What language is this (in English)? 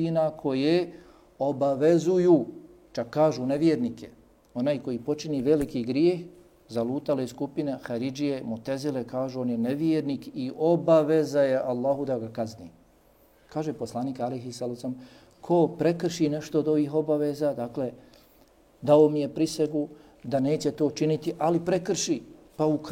Bosnian